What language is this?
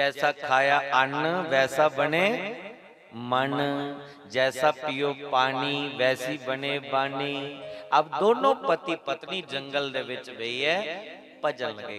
Dogri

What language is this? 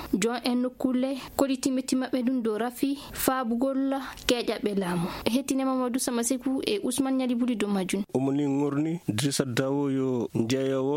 Fula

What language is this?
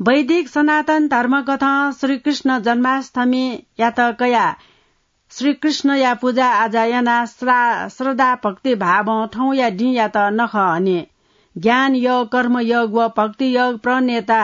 Newari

